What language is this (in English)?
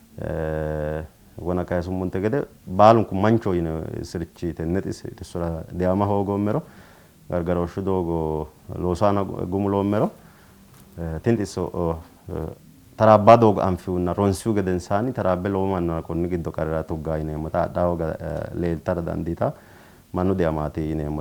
Sidamo